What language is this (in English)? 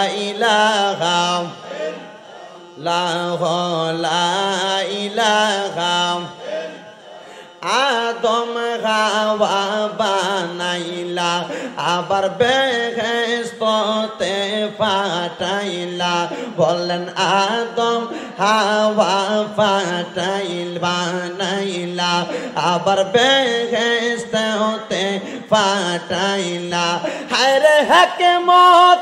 Bangla